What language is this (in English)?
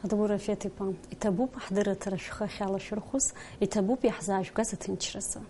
Abkhazian